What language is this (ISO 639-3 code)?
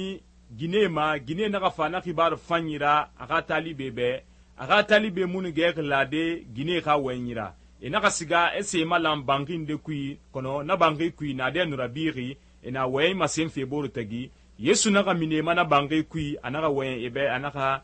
sus